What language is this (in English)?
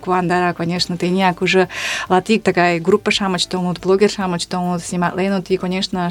Mari